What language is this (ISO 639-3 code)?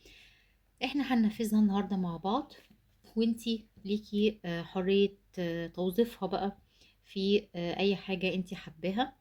arz